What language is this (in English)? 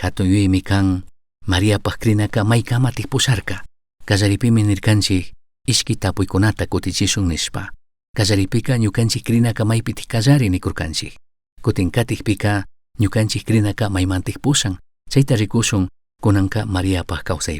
Chimborazo Highland Quichua